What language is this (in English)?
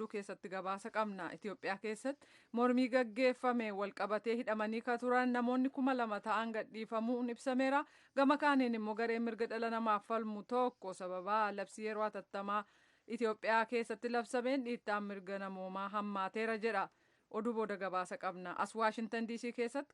Oromo